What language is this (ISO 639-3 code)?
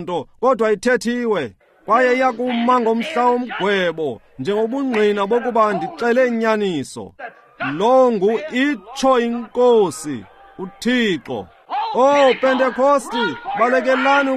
xho